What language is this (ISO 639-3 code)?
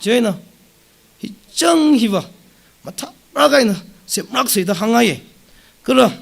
nmf